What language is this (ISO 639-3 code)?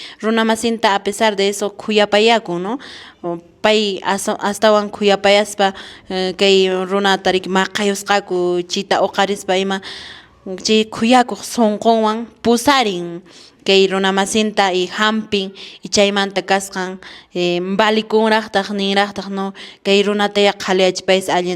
que